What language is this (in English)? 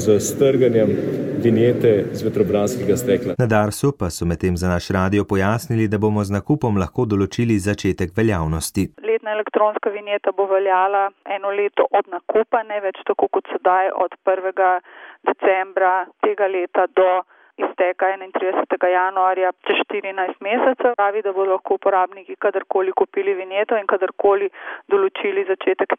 Slovenian